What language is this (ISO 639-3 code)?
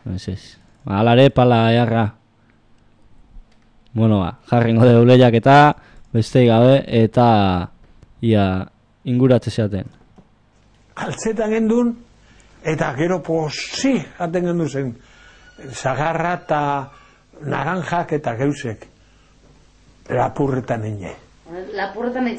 eus